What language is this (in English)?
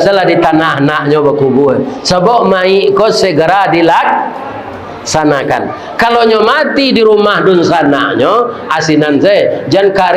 Minangkabau